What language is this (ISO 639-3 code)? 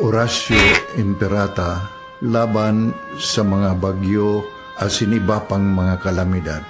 bik